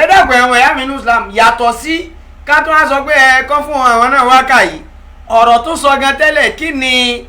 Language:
Yoruba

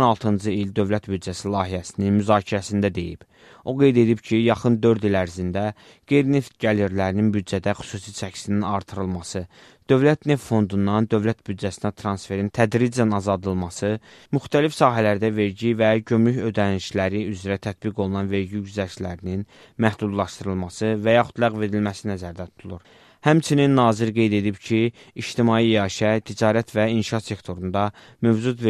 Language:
Azerbaijani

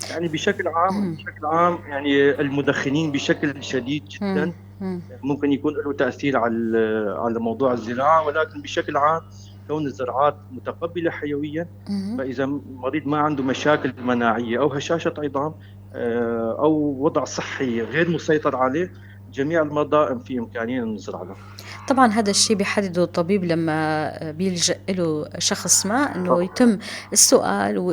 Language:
North Levantine Arabic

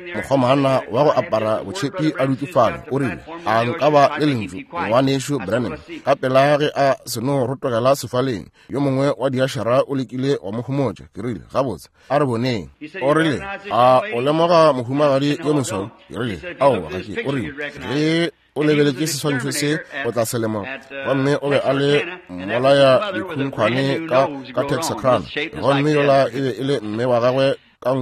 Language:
Northern Sotho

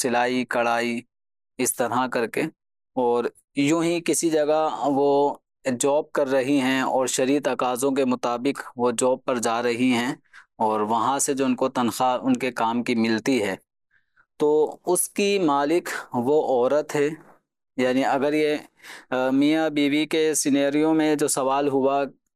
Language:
Urdu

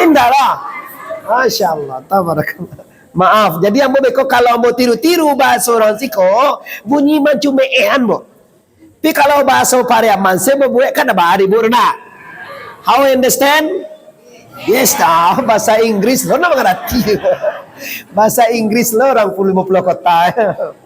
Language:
Minangkabau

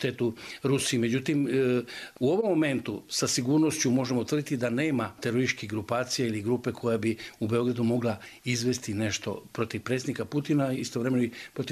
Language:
Croatian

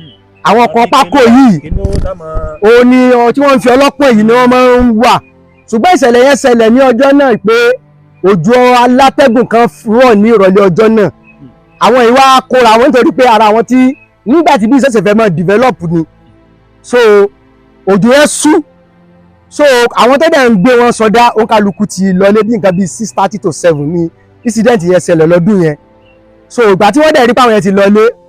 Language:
Yoruba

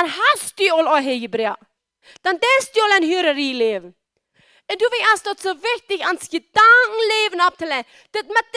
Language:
Plautdietsch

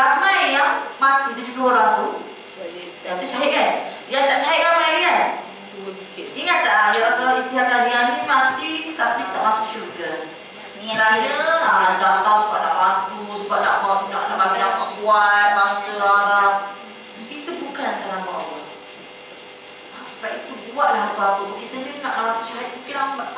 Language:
Malay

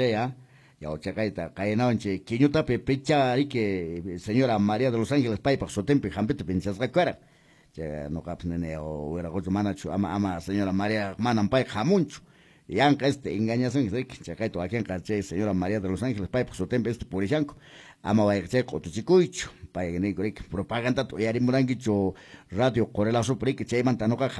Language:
Quechua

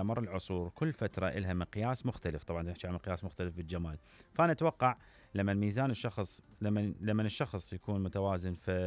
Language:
Mesopotamian Arabic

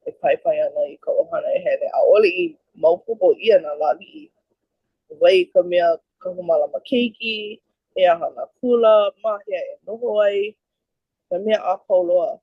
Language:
Hawaiian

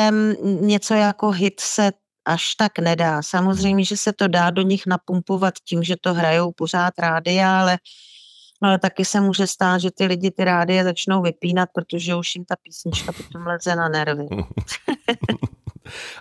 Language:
Czech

